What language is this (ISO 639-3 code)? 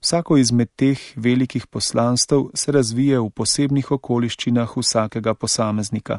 slv